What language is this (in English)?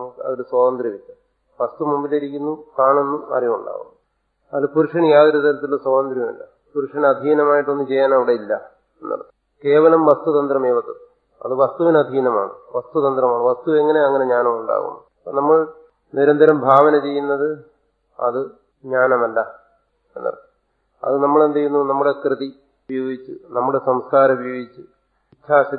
Malayalam